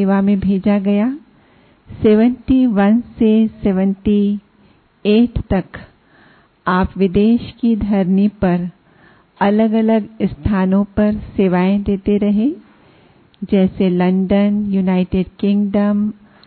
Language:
Hindi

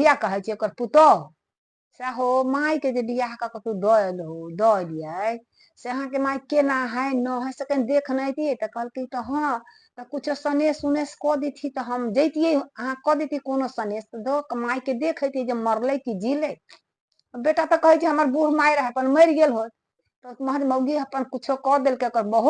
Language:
Maithili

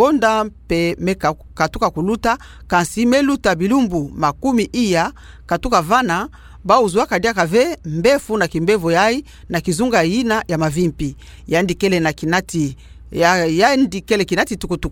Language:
Kituba (Democratic Republic of Congo)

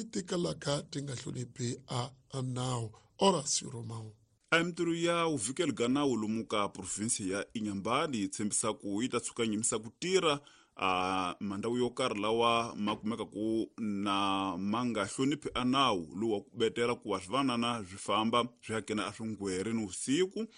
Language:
Tsonga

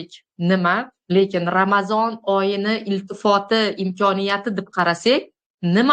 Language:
Uzbek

